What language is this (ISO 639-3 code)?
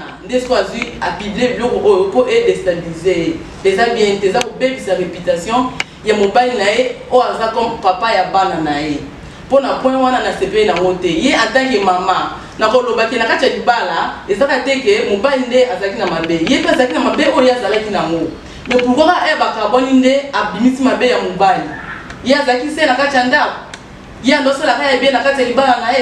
lin